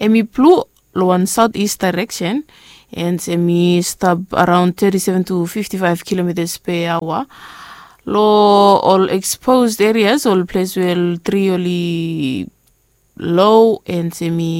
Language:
Bislama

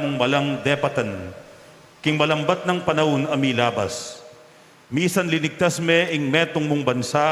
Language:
Pampanga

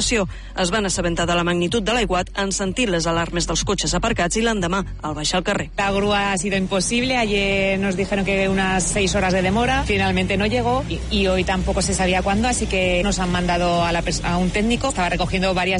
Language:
Catalan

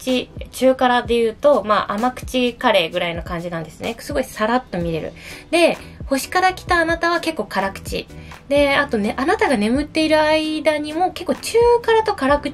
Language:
Japanese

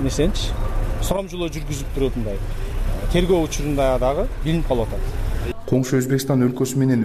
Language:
Kyrgyz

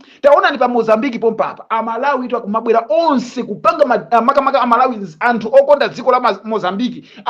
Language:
Nyanja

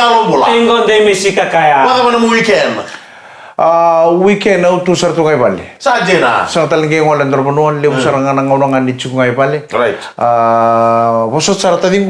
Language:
Fijian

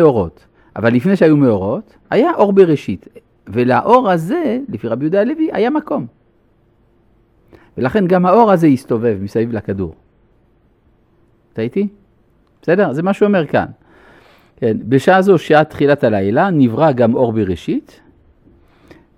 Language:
Hebrew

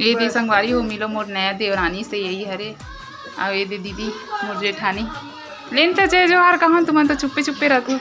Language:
Chhattisgarhi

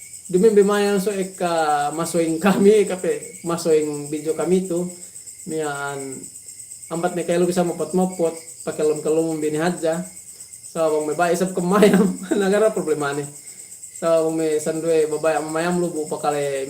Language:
Yakan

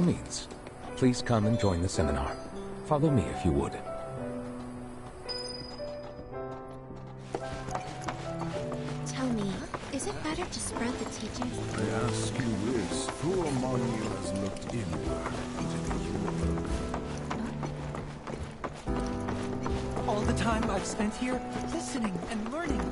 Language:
English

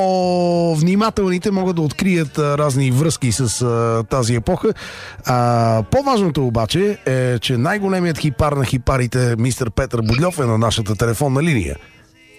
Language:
Bulgarian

